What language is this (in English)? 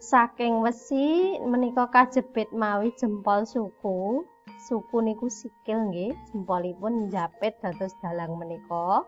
Javanese